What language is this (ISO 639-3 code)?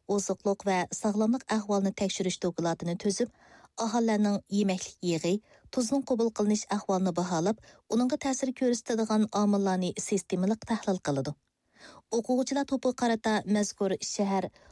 uig